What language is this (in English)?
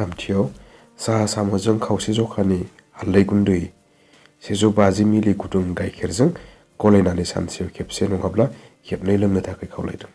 Bodo